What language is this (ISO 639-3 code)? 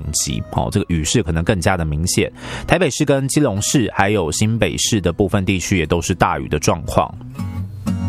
zho